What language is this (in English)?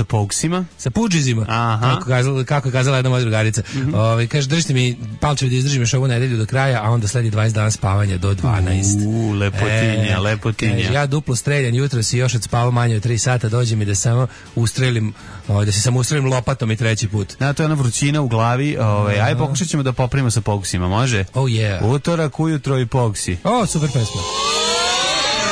Serbian